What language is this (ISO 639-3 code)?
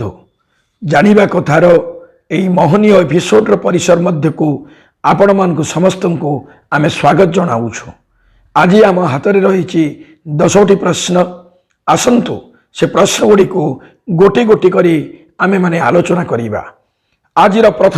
ori